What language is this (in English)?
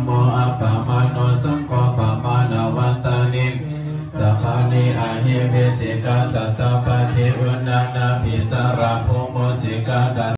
Pali